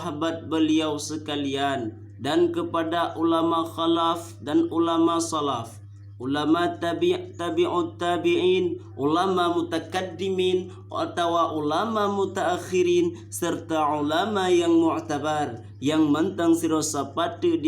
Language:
Achinese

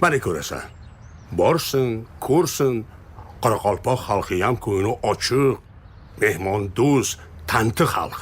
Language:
Kara-Kalpak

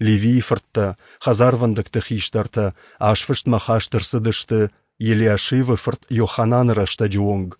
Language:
Ossetic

